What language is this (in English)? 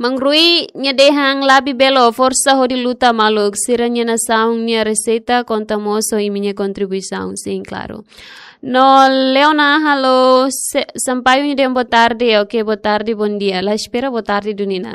Tetum